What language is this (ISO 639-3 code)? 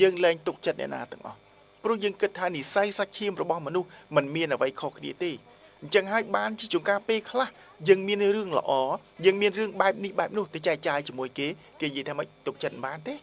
khm